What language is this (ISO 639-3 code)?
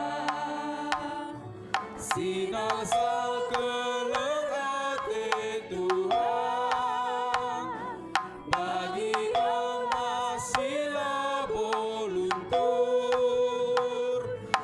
btx